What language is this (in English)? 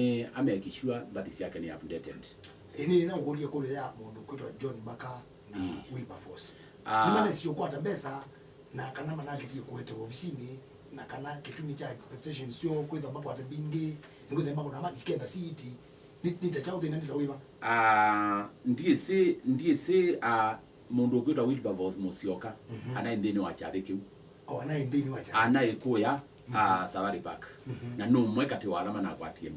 Kamba